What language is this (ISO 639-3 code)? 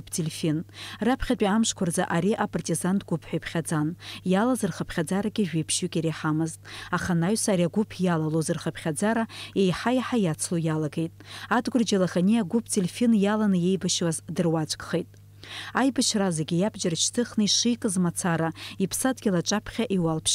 abk